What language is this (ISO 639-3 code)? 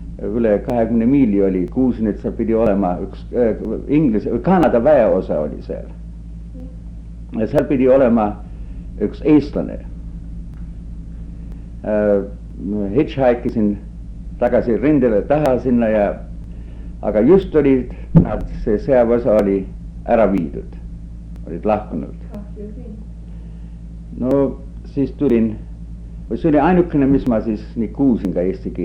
est